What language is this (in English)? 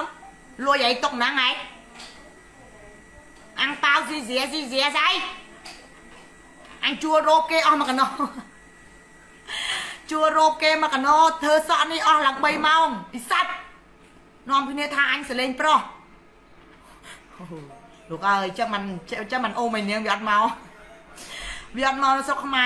Vietnamese